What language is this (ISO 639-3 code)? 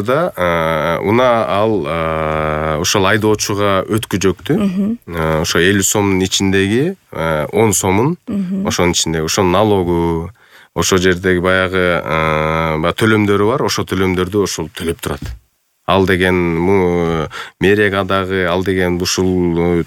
kir